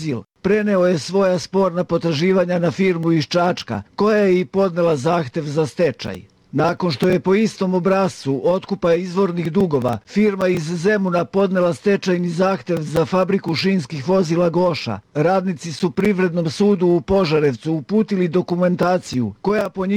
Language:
Serbian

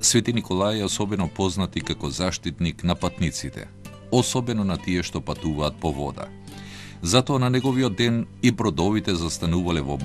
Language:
Macedonian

